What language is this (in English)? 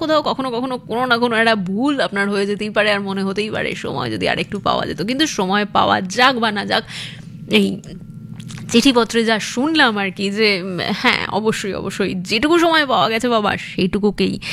Bangla